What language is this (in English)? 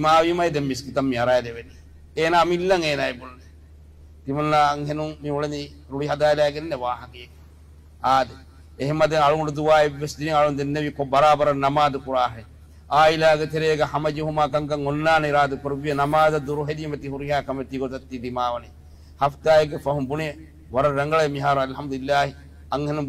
Divehi